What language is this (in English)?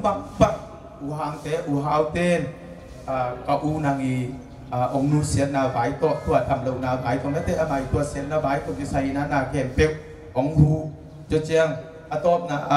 Tedim Chin